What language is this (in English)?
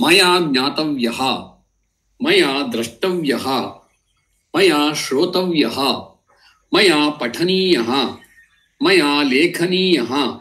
Sanskrit